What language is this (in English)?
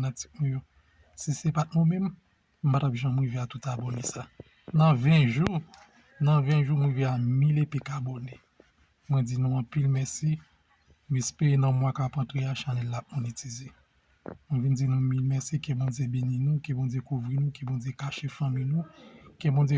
Haitian Creole